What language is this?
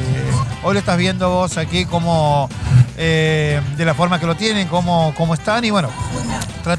Spanish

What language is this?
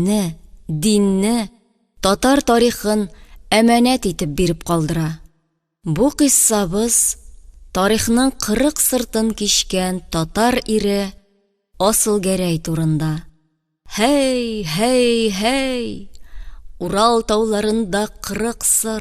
Tatar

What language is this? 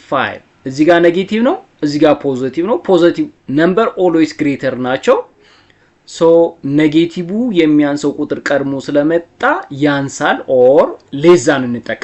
Amharic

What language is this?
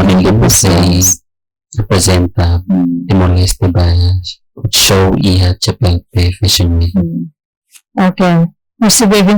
Tetum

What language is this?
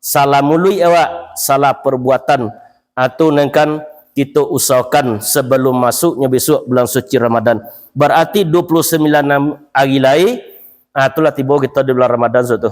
Minangkabau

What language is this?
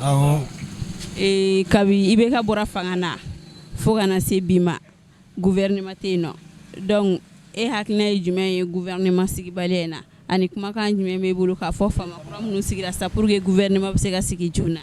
Bambara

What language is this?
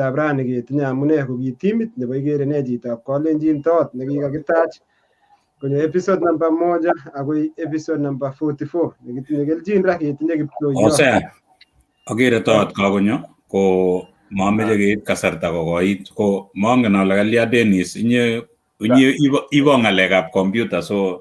Kalenjin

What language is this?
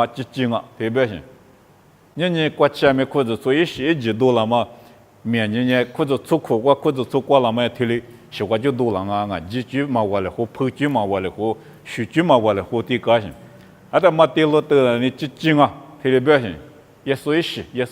Lisu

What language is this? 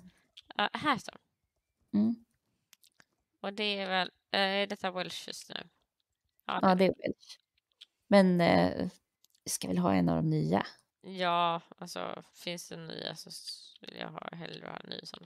Swedish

